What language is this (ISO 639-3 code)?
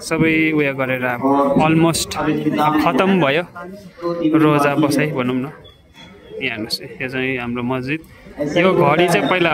nep